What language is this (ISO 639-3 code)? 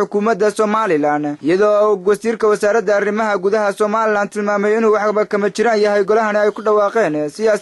som